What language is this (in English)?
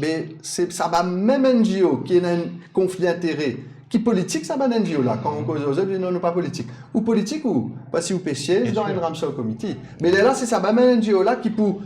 Morisyen